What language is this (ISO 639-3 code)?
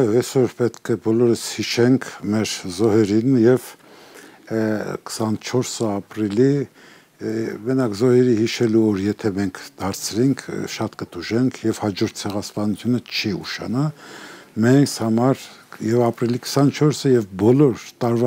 hye